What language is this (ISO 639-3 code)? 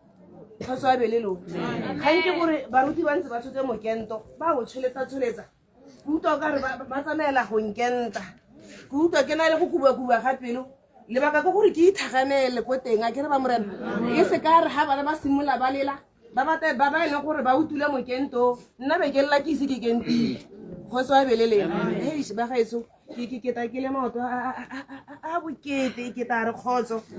tsn